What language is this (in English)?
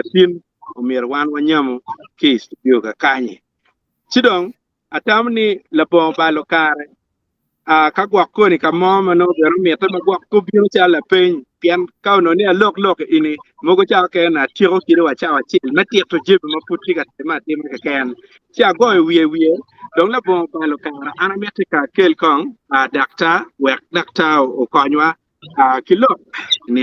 Acoli